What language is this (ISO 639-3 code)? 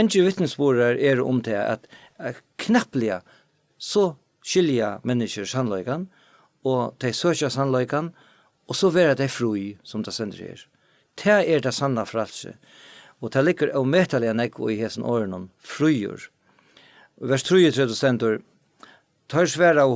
fao